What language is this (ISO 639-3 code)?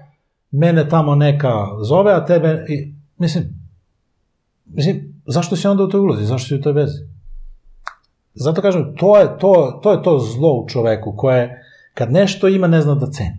srp